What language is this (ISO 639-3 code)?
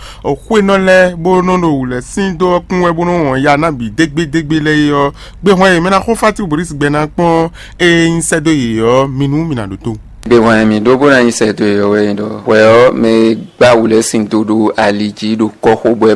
fon